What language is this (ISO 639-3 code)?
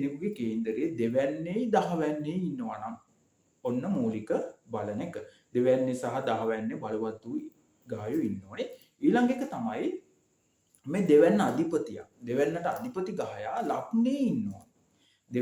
sin